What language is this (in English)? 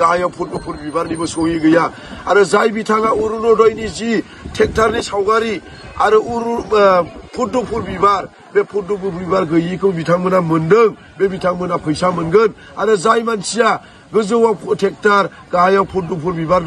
Bodo